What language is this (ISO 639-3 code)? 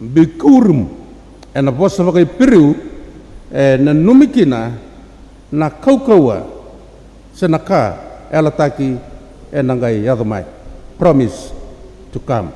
fij